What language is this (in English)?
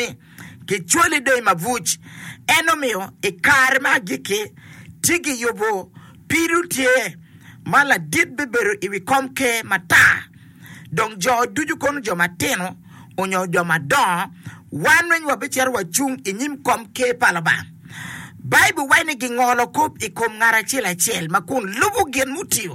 Acoli